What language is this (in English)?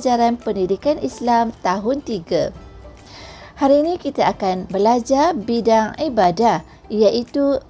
Malay